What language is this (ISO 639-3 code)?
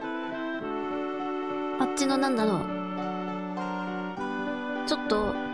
jpn